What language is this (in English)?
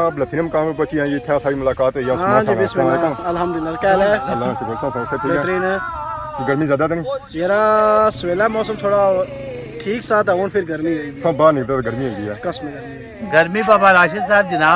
Pahari-Potwari